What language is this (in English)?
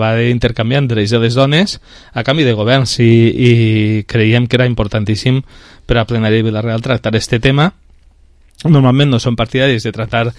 Catalan